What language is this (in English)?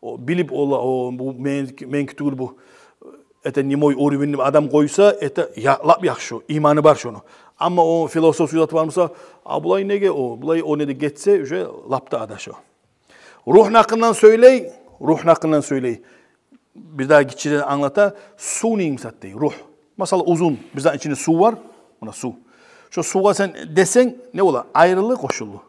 Kumyk